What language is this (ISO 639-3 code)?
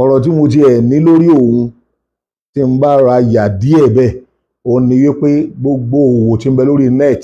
yor